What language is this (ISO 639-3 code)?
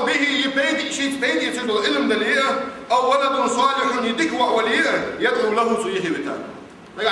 inh